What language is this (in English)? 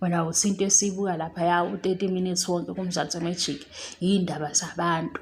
Zulu